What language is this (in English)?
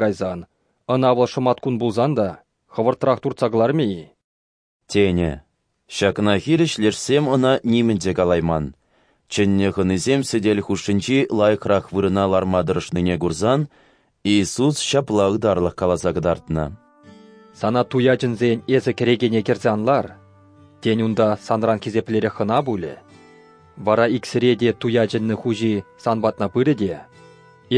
Chuvash